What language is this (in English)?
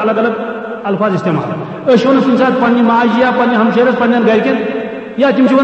Kashmiri